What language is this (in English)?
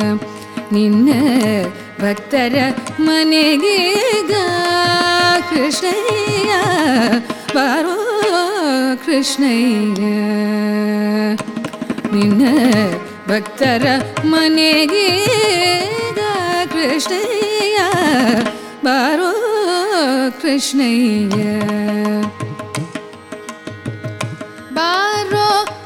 Kannada